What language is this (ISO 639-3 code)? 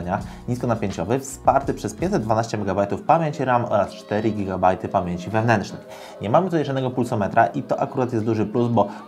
pol